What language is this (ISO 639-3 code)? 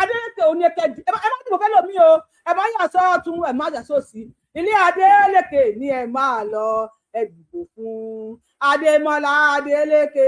yor